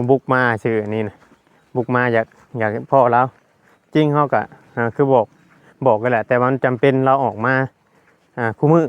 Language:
Northeastern Thai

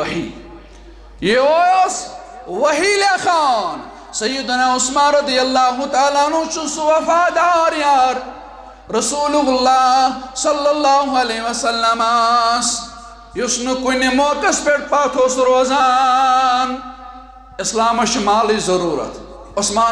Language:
Kashmiri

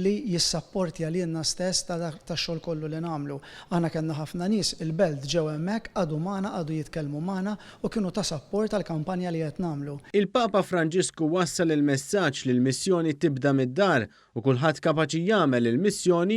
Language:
Maltese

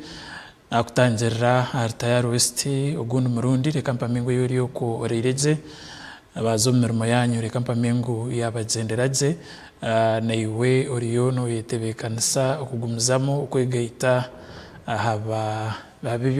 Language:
Nyankole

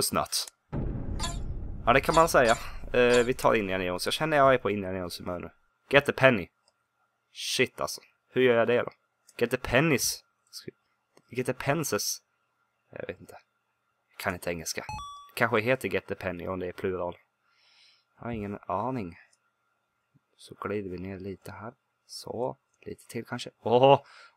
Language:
Swedish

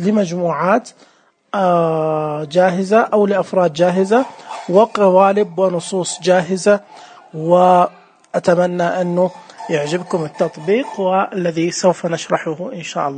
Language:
Najdi Arabic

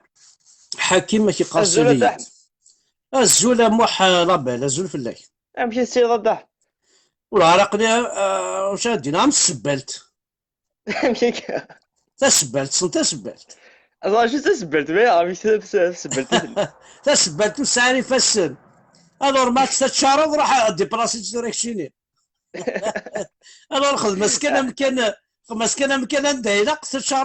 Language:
Kabyle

